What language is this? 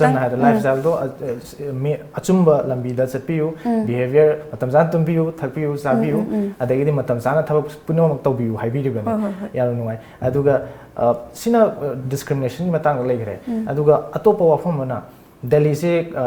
Manipuri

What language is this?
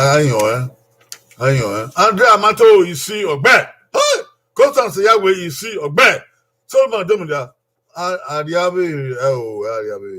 Bini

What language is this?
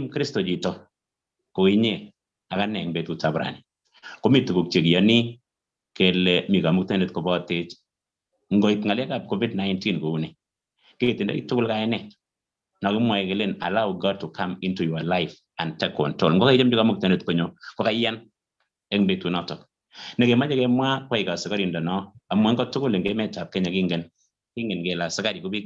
Kalenjin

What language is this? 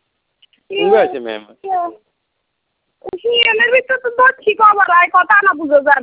Bangla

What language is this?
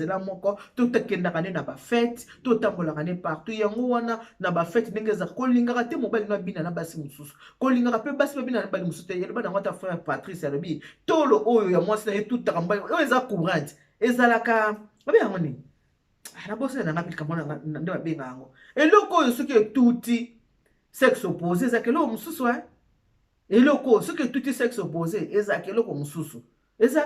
Lingala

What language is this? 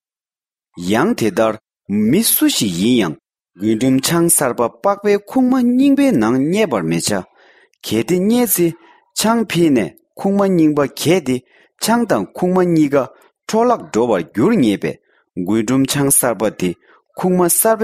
Tibetan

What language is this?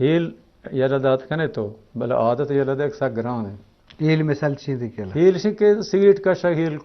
Eastern Balochi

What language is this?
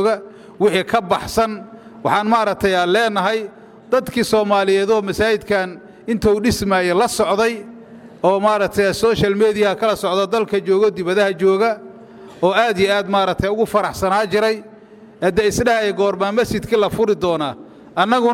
Somali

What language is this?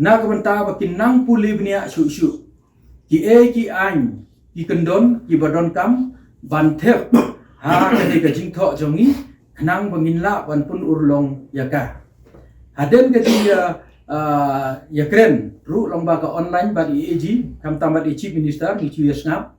Khasi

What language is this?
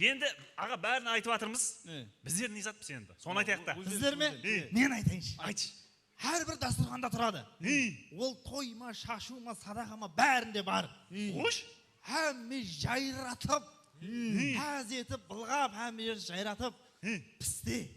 Kara-Kalpak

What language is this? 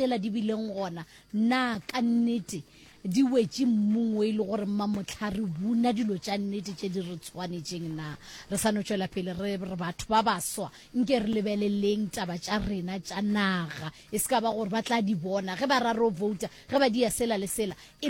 Northern Sotho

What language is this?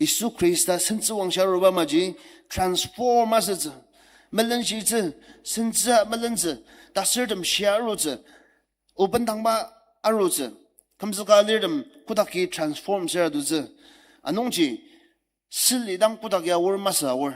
Ao Naga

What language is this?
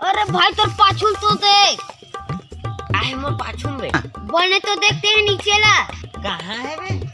Chhattisgarhi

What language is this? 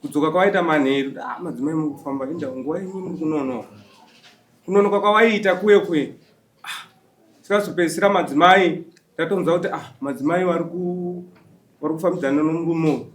Shona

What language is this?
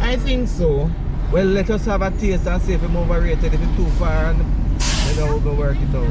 Jamaican Creole English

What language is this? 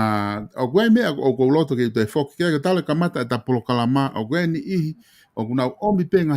Tongan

